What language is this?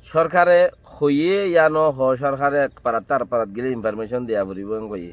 Rohingya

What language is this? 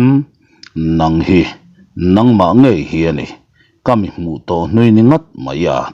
Mizo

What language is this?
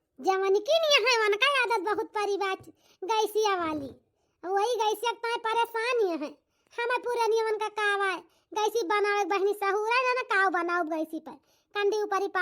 Awadhi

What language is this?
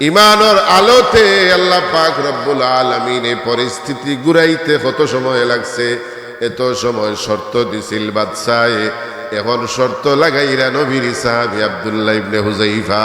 Sylheti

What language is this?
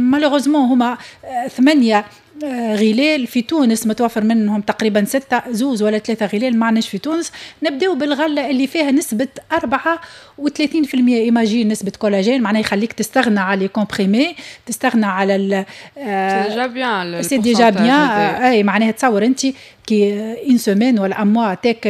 Tunisian Arabic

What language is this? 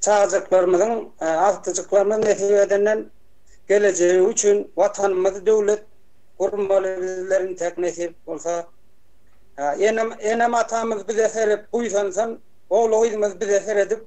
Turkmen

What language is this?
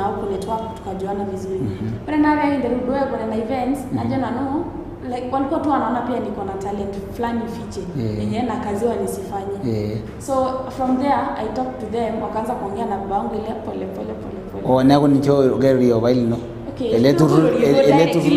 Masai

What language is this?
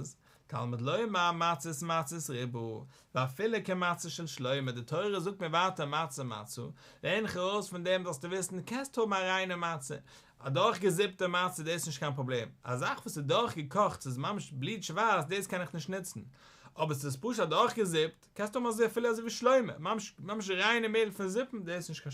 Yiddish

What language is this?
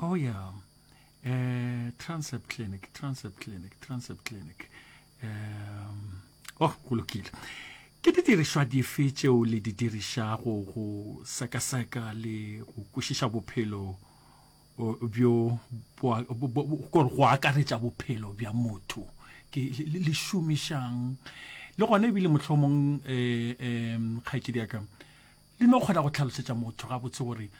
Northern Sotho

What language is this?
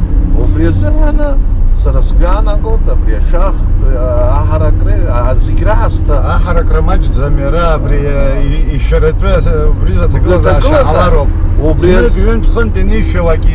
Abkhazian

